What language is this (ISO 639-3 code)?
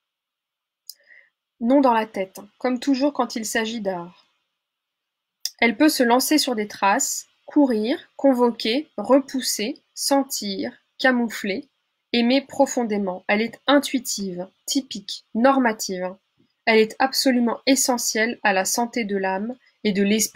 fra